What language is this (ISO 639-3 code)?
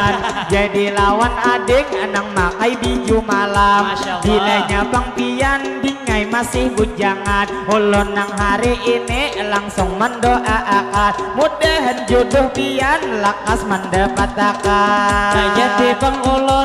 bjn